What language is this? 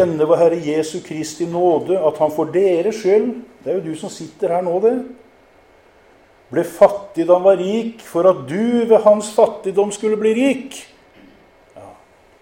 Norwegian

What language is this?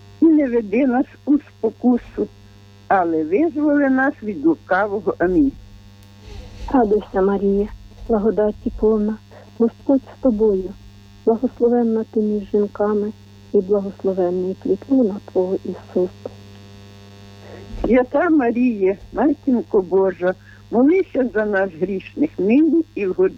Ukrainian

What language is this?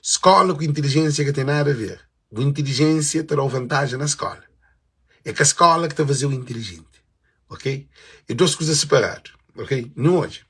Kabuverdianu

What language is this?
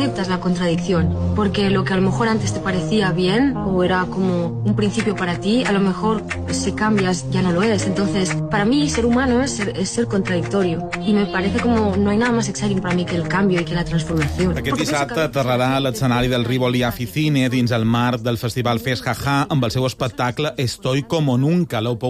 Catalan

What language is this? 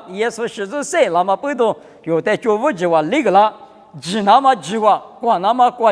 Lisu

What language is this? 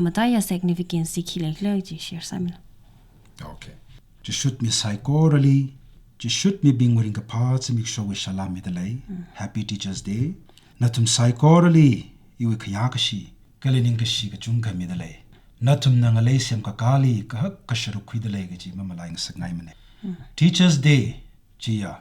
Tangkhul Naga (India)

